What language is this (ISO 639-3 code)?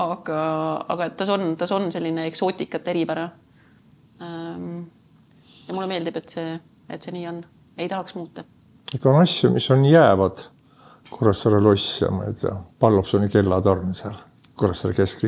est